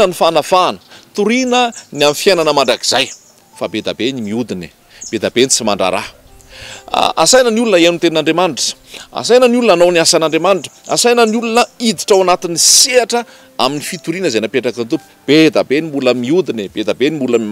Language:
Malagasy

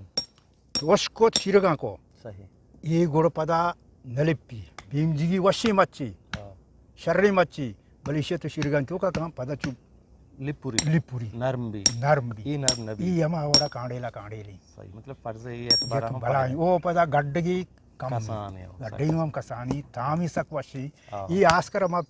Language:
Eastern Balochi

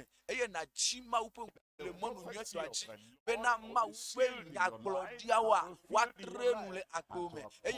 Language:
Ewe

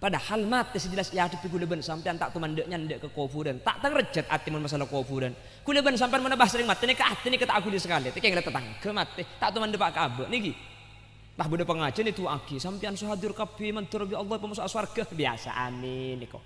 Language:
Madurese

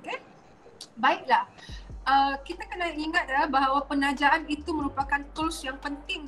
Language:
Malay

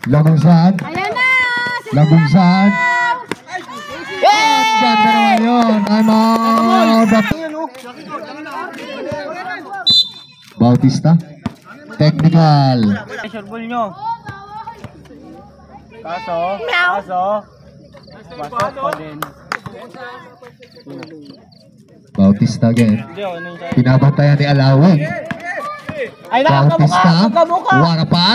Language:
Filipino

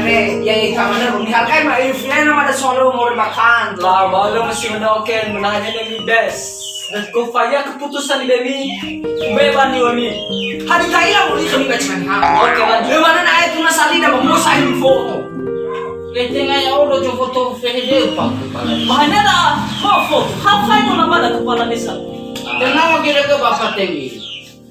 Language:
Nias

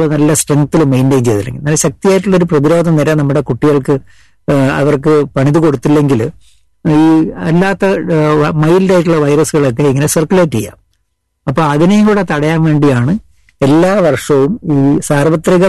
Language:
Malayalam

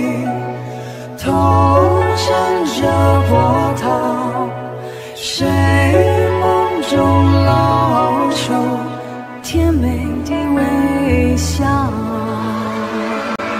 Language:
Chinese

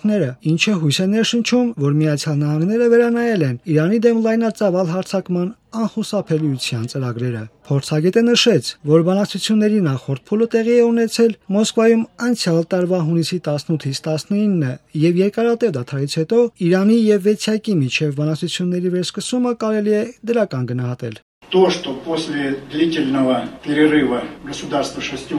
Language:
Armenian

